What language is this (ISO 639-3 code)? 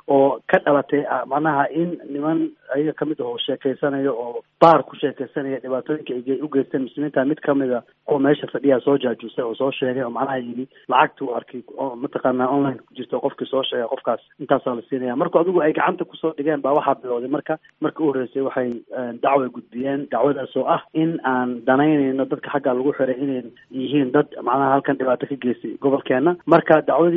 som